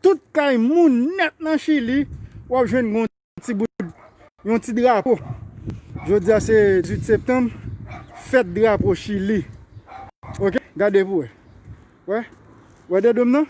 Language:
Haitian Creole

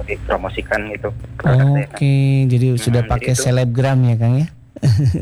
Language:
Indonesian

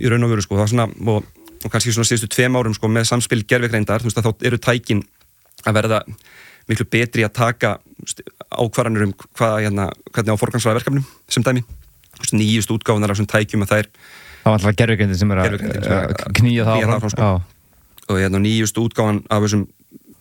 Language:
Icelandic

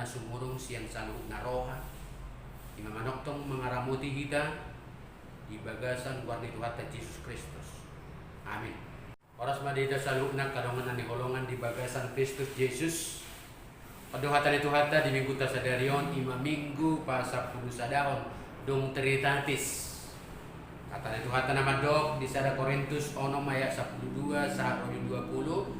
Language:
Batak Toba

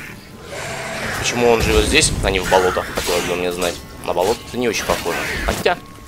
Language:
Russian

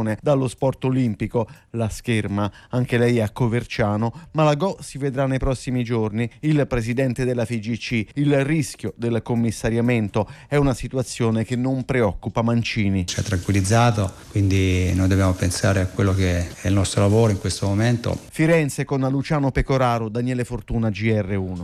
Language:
Italian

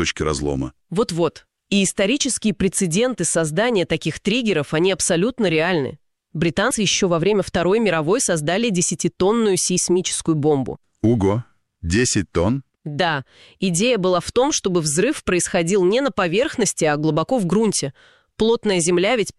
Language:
Russian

